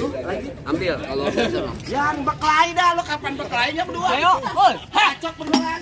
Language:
Betawi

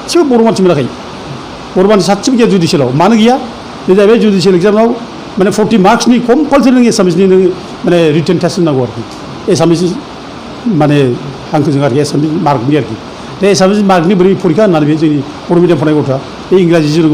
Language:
Bodo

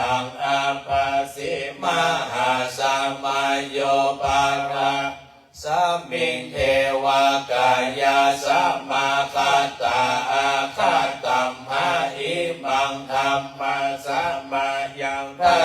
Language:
Pali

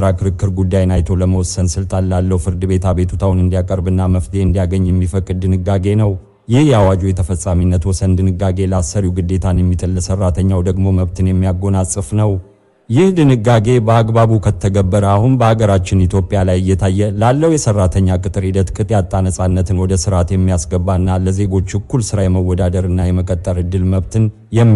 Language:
Amharic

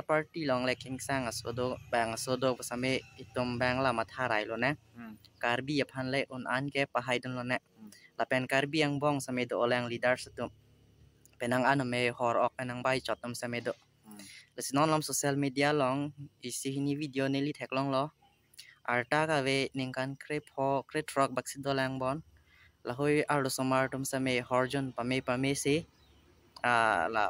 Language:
Karbi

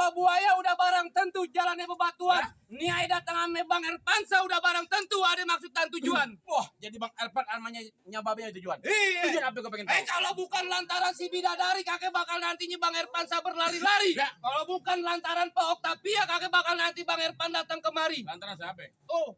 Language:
Betawi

